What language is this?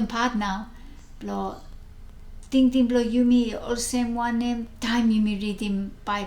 Bislama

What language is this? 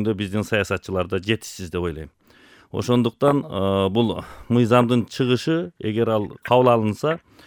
Kyrgyz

